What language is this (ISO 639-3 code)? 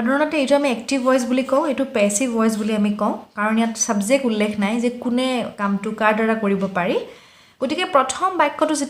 asm